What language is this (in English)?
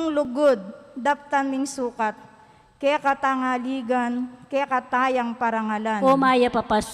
Pampanga